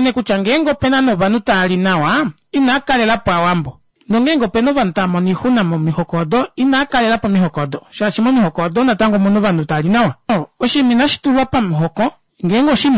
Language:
Kuanyama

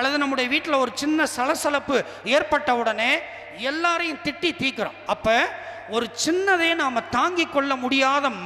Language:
Tamil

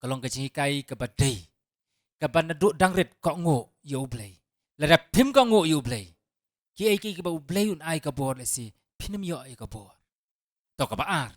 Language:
Khasi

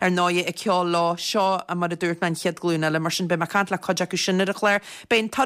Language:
Irish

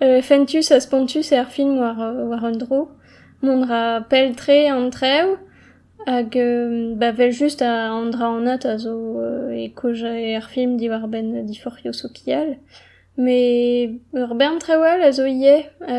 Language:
Breton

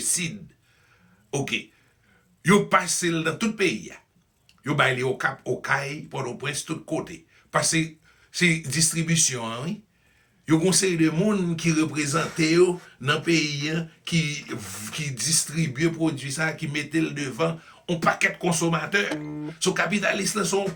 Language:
Haitian Creole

